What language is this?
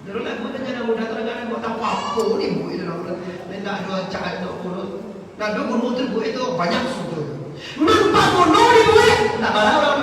Minangkabau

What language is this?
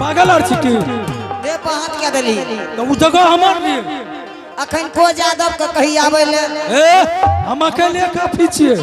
Angika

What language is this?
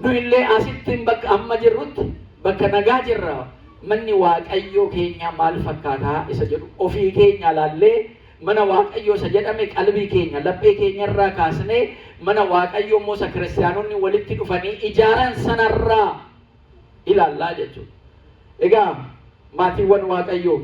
Oromo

